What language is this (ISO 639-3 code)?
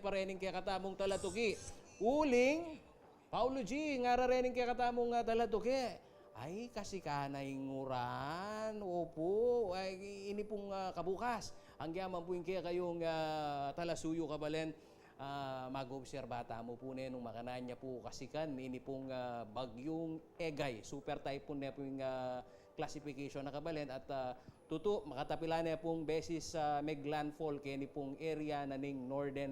pam